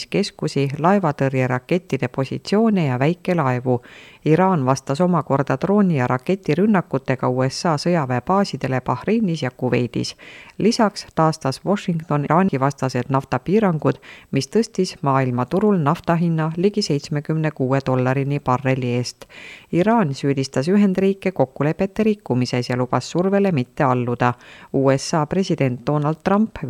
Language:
Estonian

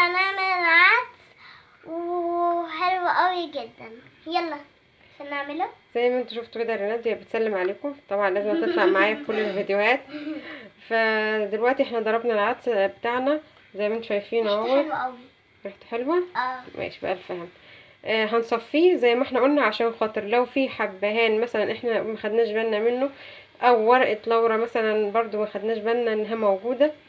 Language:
Egyptian Arabic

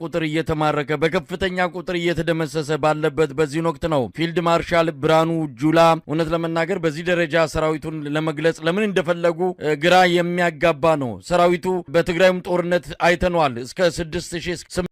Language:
Amharic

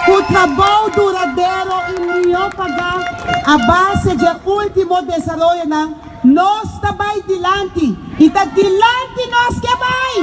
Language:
Papiamento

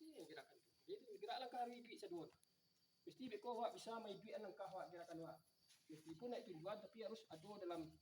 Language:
Minangkabau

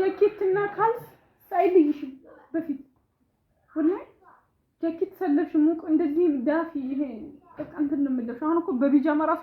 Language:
Amharic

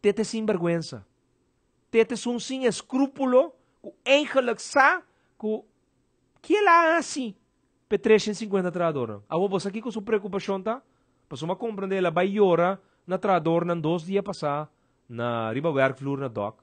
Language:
Papiamento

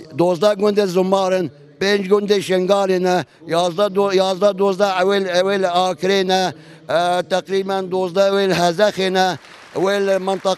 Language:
Kurdish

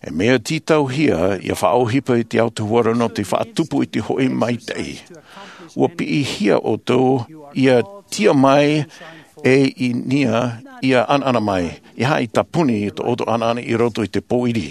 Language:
Tahitian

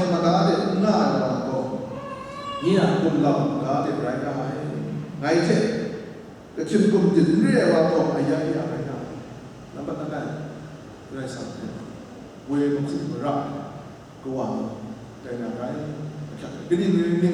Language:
Kachin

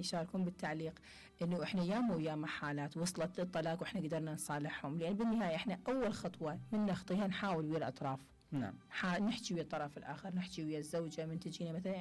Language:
Mesopotamian Arabic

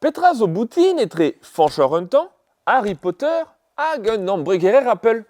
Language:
Breton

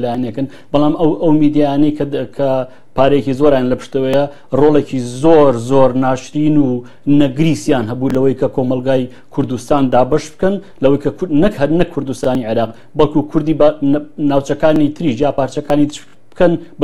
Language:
Central Kurdish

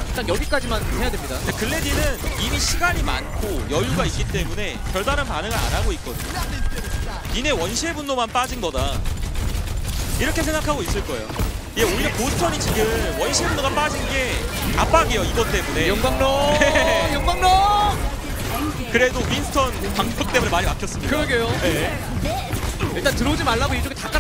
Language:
Korean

